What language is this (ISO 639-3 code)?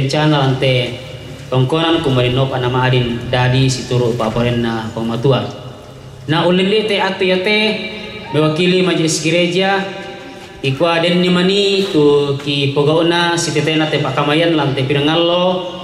sda